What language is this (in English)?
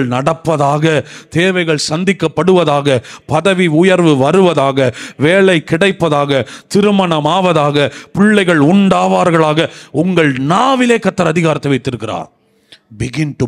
Tamil